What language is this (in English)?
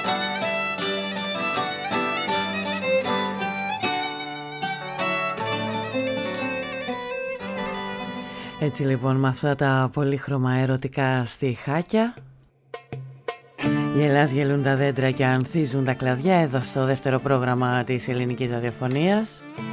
Greek